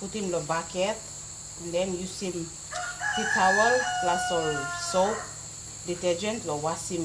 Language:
Tok Pisin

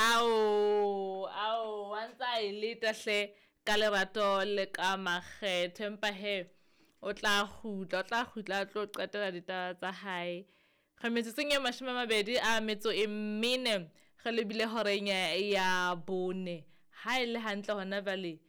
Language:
Southern Sotho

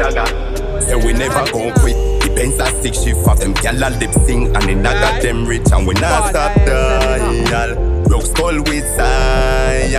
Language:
Jamaican Creole English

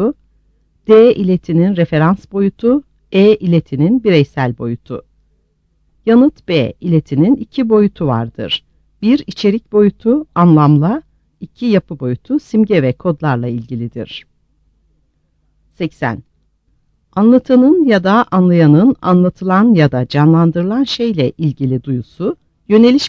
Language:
Turkish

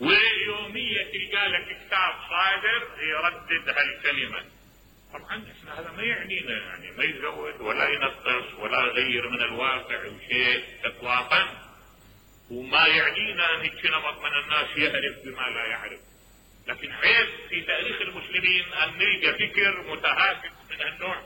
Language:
Mesopotamian Arabic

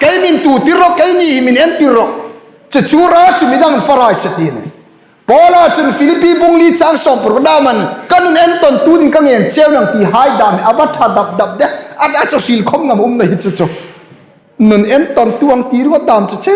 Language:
Hmar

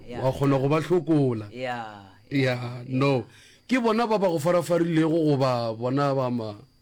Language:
Northern Sotho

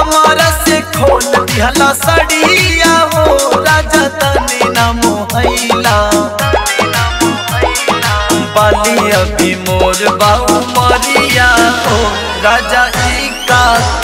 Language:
Bhojpuri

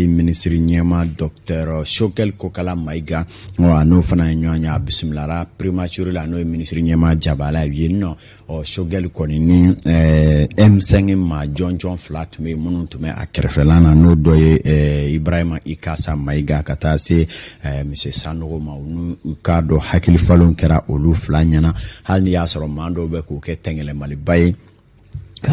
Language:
Bambara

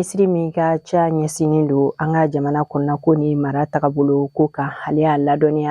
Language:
Bambara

